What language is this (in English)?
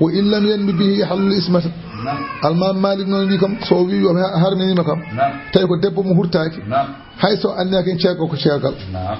Fula